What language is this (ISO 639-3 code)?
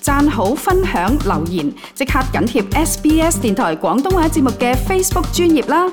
yue